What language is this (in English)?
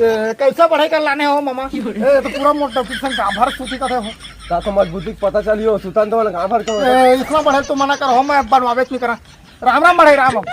Chhattisgarhi